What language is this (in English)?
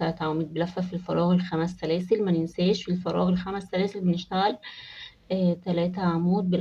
Egyptian Arabic